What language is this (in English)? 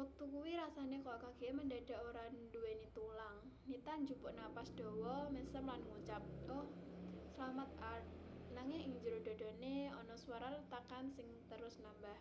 Javanese